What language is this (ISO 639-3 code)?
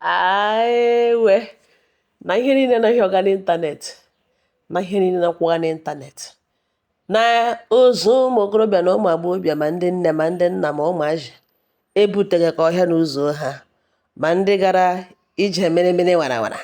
ibo